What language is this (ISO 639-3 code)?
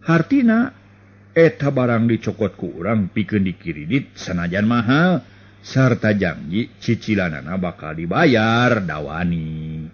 sun